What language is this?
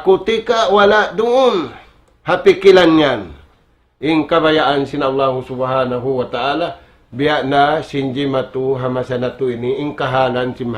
Tausug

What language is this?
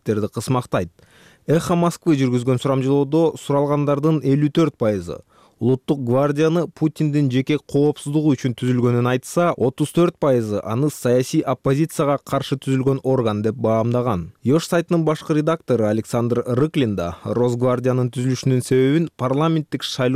Kyrgyz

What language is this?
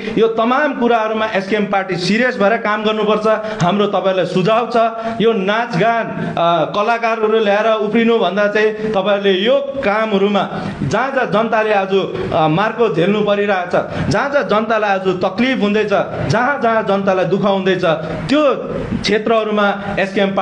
Nepali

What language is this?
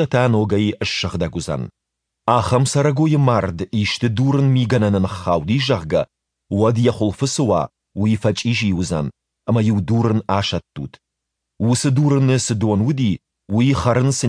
Ossetic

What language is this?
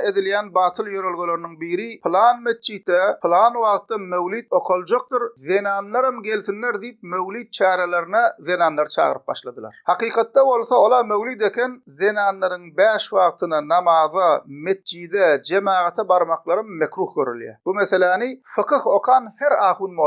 Turkmen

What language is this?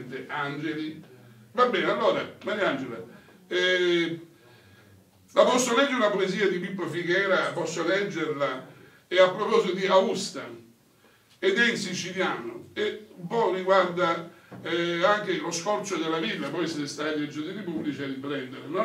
Italian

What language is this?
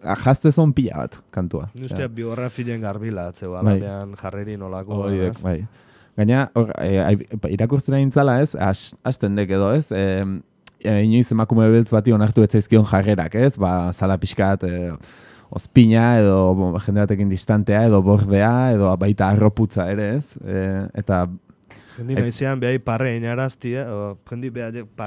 Basque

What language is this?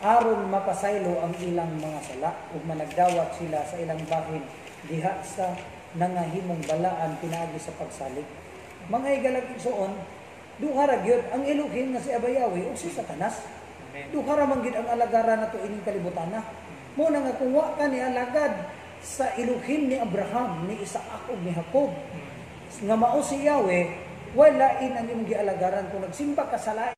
Cebuano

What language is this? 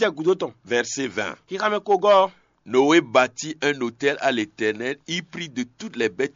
Fon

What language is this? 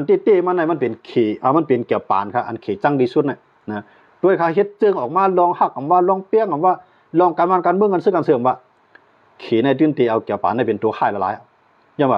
Shan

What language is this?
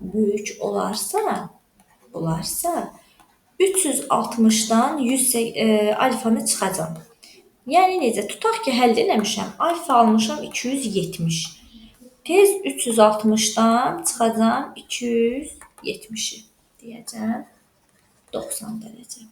Azerbaijani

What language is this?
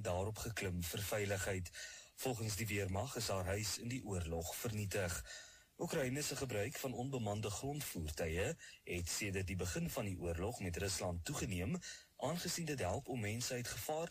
Afrikaans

